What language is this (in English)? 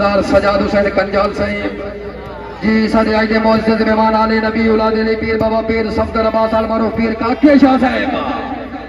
Saraiki